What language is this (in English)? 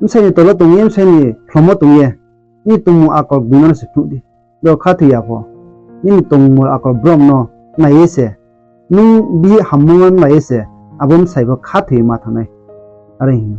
Riang (India)